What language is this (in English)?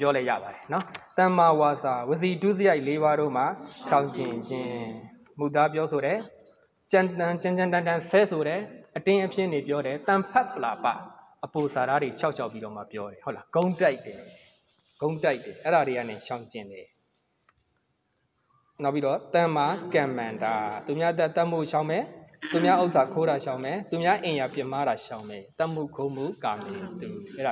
Burmese